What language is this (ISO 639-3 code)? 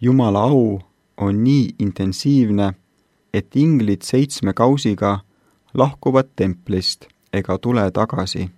est